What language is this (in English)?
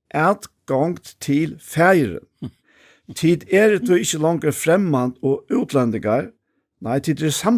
Faroese